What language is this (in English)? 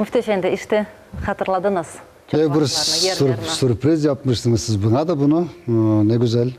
Crimean Tatar